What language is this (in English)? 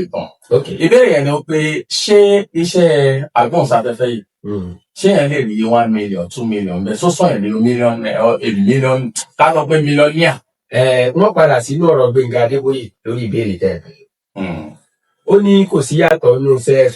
Yoruba